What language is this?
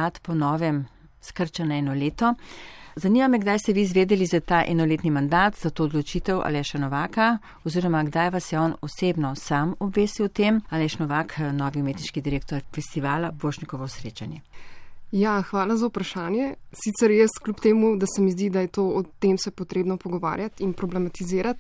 Slovenian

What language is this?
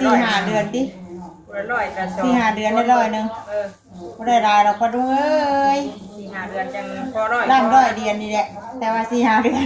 Northeastern Thai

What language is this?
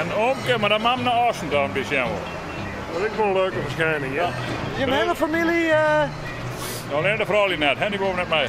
Western Frisian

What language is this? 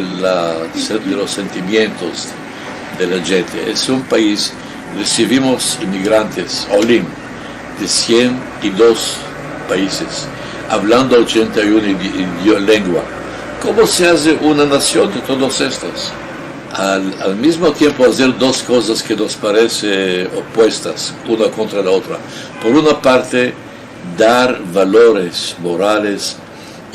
Ladino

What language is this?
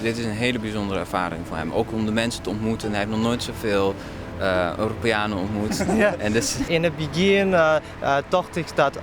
Western Frisian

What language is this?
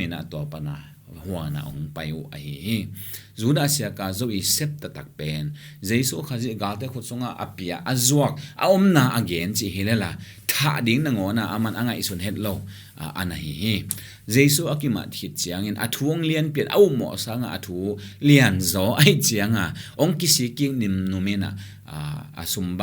Tedim Chin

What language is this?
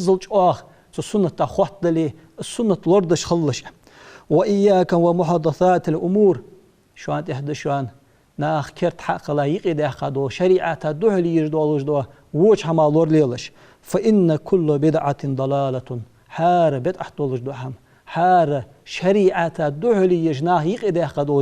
Ingush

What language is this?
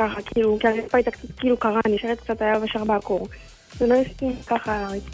Hebrew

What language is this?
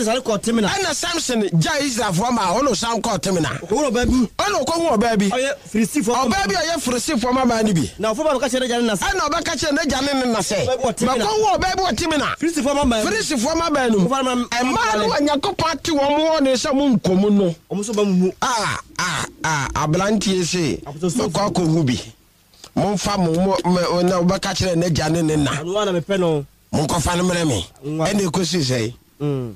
Akan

